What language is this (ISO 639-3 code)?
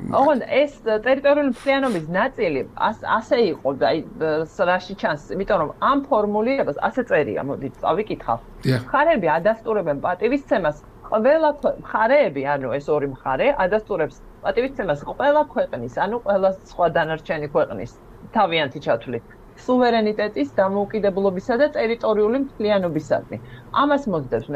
kat